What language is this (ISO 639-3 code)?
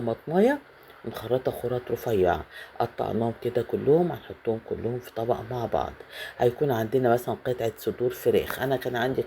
arz